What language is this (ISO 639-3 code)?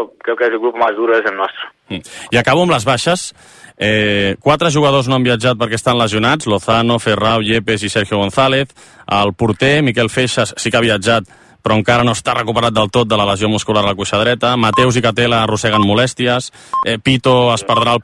cat